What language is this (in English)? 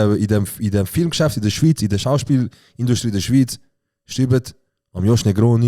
Swiss German